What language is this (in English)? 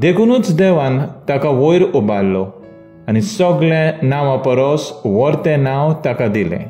Konkani